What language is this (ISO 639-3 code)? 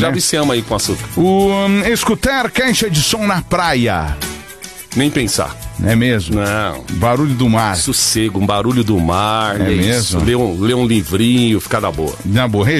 por